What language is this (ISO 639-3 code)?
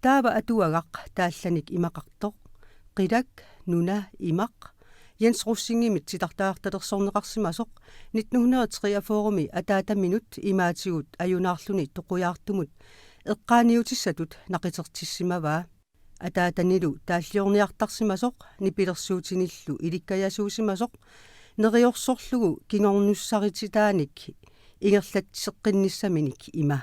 kal